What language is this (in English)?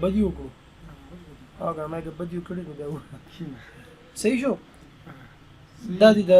Pashto